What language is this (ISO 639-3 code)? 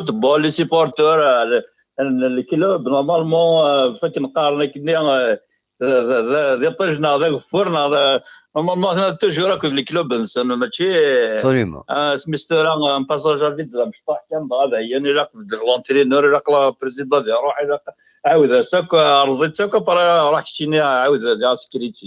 kab